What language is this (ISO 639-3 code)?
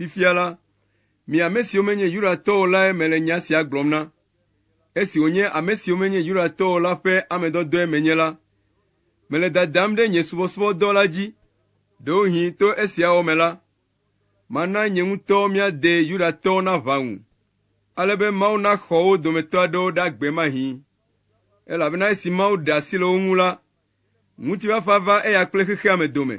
ewe